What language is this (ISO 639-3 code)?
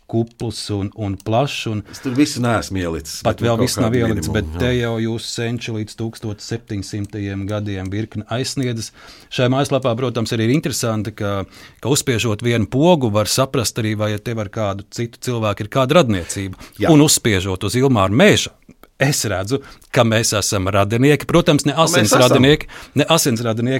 lav